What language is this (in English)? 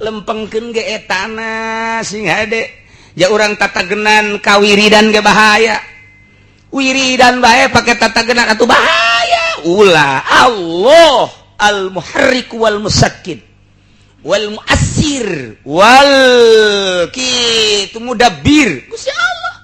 Sundanese